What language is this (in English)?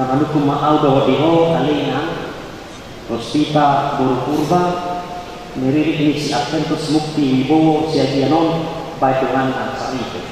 Batak Toba